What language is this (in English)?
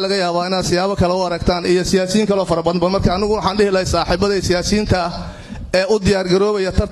Somali